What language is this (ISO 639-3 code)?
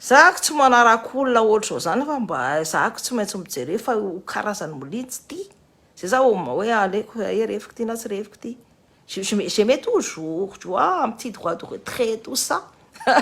mlg